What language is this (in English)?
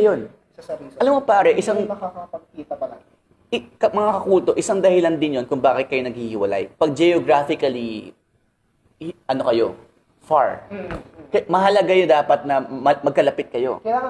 Filipino